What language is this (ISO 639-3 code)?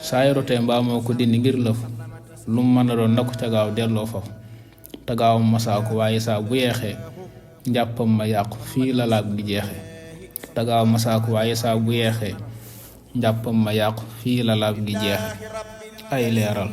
wol